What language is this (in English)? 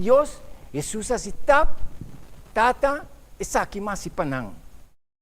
Papiamento